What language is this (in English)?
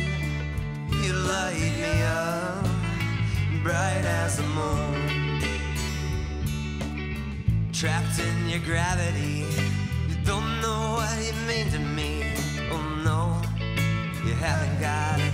English